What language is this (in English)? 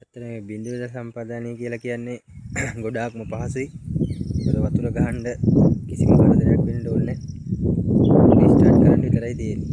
Sinhala